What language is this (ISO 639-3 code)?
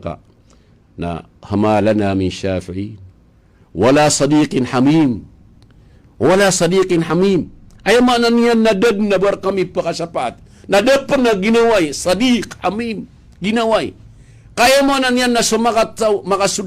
mrw